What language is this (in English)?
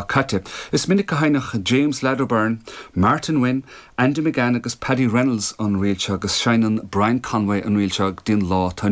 Irish